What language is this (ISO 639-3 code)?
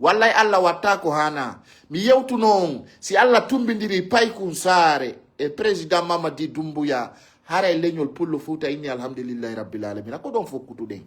ful